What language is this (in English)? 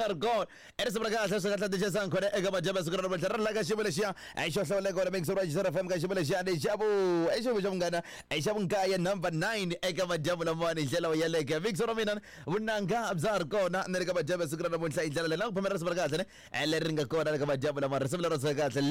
Tsonga